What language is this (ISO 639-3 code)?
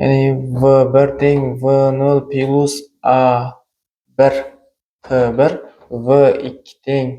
uzb